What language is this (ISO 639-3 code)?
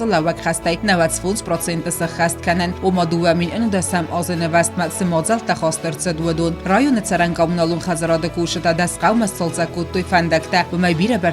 oss